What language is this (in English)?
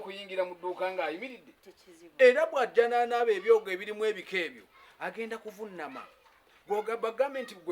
Ganda